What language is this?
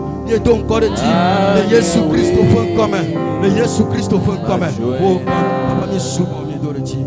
Ewe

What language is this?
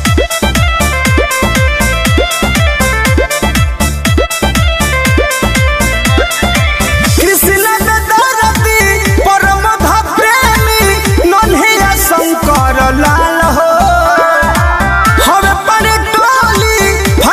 Bhojpuri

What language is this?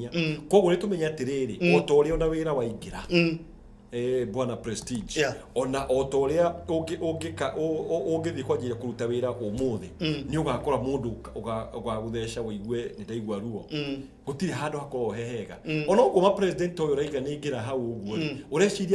Kikuyu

